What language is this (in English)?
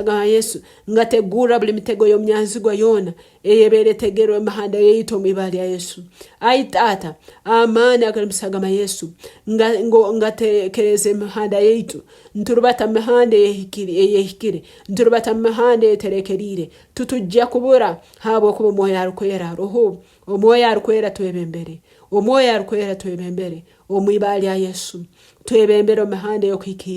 Tooro